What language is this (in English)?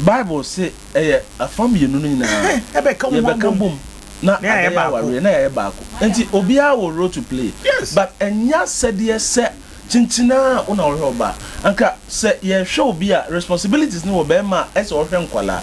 Akan